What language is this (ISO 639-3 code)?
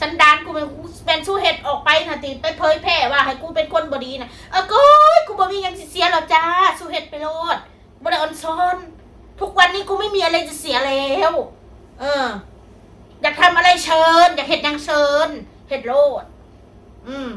tts